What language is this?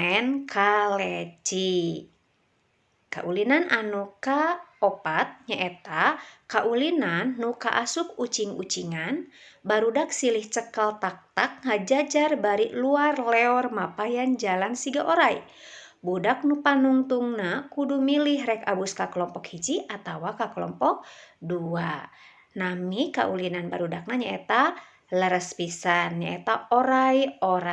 Sundanese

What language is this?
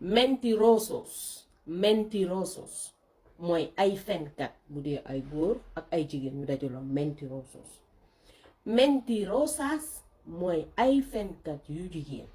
Wolof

